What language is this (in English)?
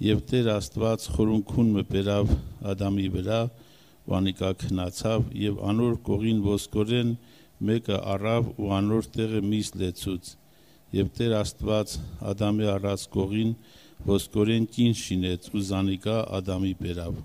Armenian